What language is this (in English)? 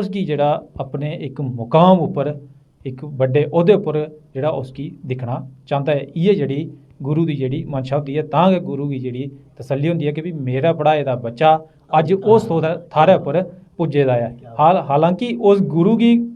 Dogri